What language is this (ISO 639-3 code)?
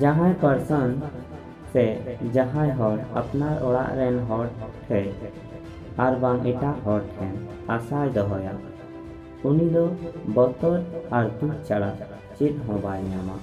sat